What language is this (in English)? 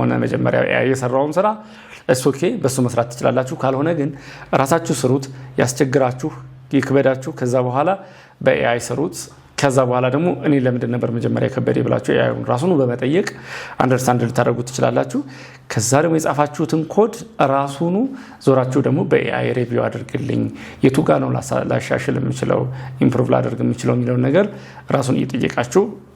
Amharic